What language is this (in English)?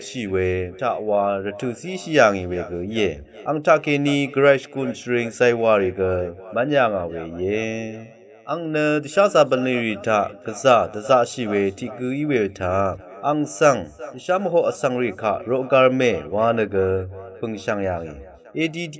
Rawang